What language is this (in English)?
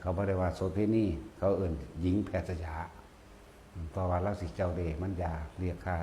Northeastern Thai